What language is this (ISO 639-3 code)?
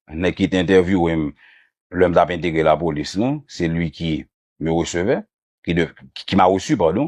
hat